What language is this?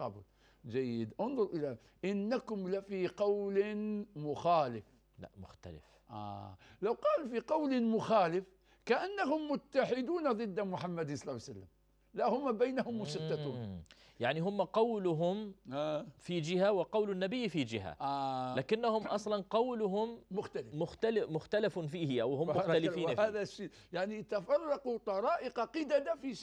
Arabic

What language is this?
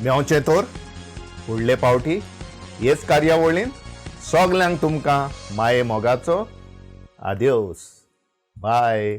Konkani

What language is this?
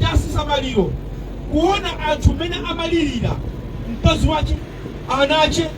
Nyanja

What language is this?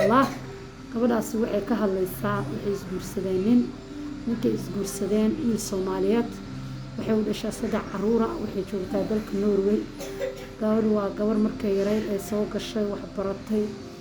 Somali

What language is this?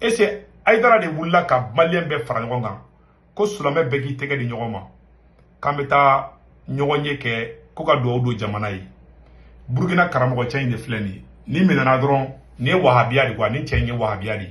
Bambara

